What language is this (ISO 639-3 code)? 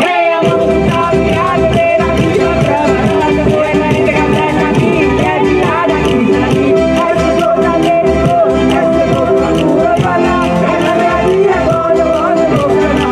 nap